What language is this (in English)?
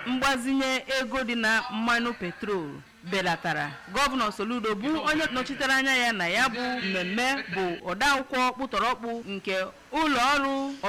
Igbo